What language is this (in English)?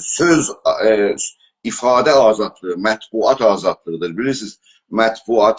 South Azerbaijani